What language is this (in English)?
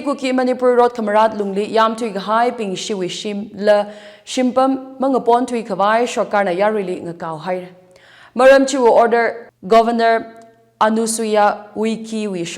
Tangkhul Naga (India)